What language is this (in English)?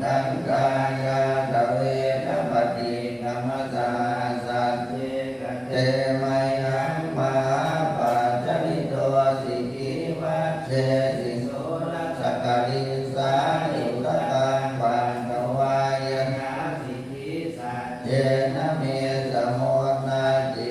Pali